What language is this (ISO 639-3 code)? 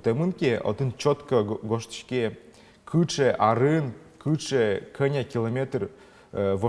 udm